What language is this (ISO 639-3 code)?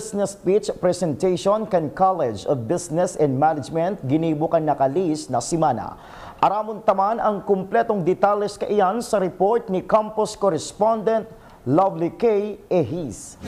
bik